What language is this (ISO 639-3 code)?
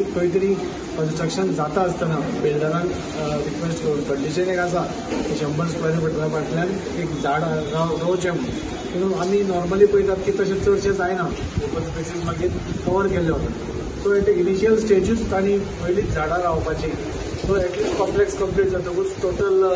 kok